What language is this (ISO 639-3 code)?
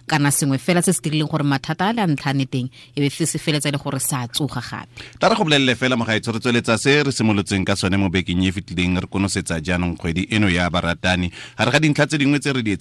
tsn